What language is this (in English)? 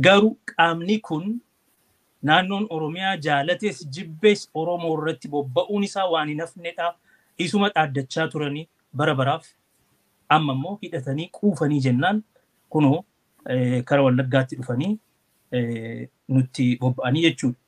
Oromo